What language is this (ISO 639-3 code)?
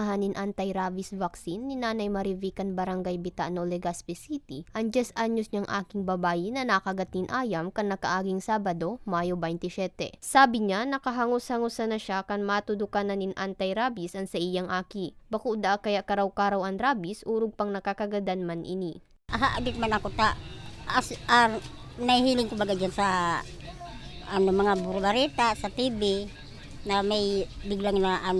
bik